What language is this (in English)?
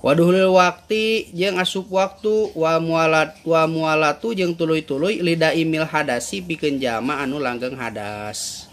Sundanese